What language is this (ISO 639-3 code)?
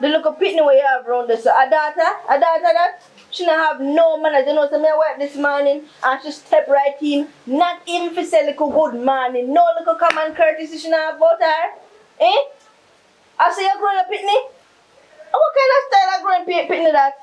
jam